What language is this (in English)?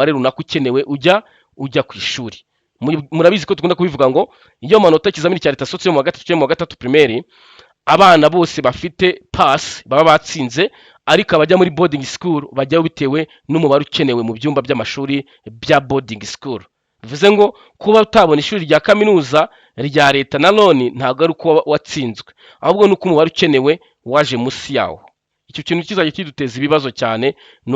Kinyarwanda